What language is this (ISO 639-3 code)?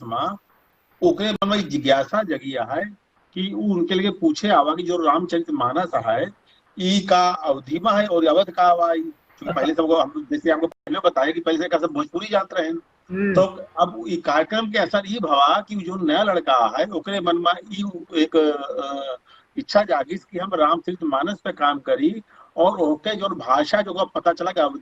awa